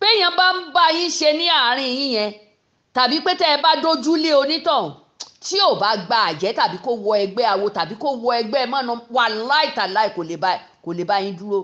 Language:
Yoruba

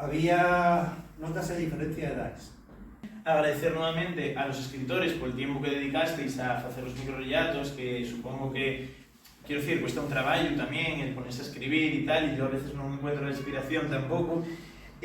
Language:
Asturian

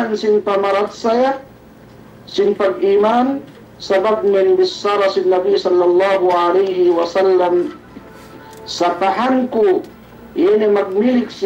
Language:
Yakan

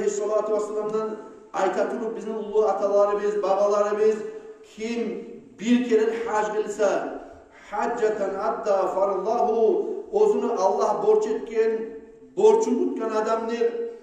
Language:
Kumyk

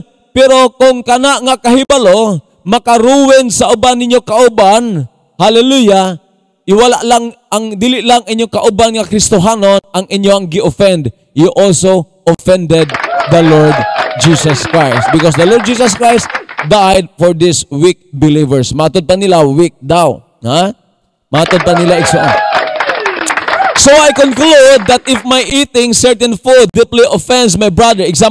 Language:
Cebuano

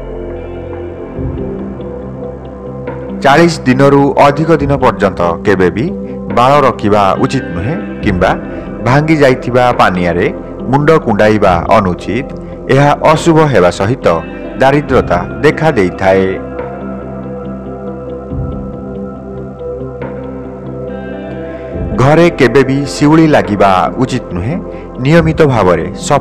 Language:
Odia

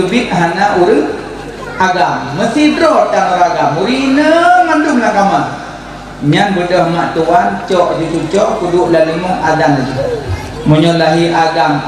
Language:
Achinese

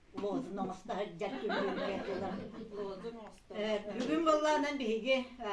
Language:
Yakut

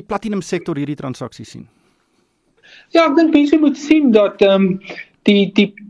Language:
Afrikaans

